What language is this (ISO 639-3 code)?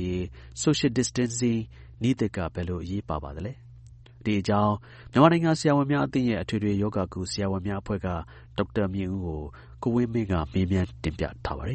mya